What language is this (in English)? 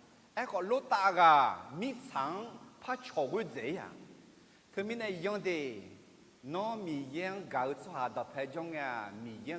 Akha